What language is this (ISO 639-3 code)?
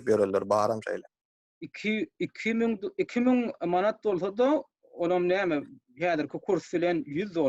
tuk